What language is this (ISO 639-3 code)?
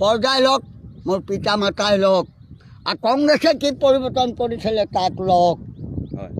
asm